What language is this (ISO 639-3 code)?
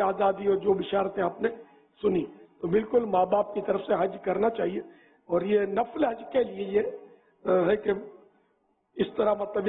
urd